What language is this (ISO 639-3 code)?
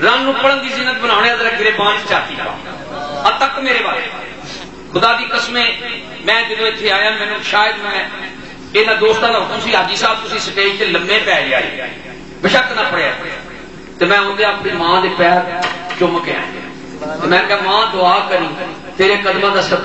lah